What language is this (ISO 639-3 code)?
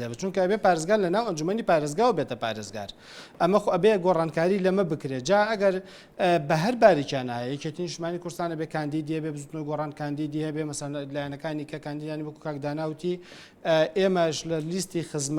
ckb